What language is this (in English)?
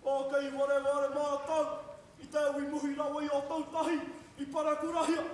Māori